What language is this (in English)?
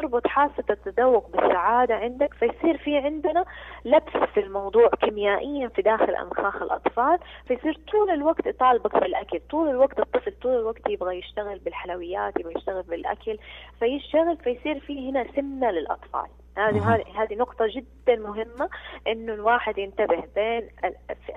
Najdi Arabic